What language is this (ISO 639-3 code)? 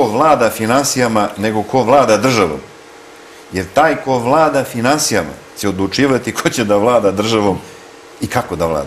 srp